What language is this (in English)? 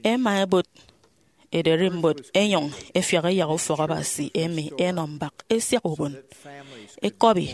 Efik